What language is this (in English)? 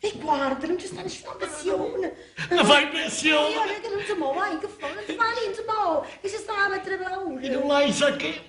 Neapolitan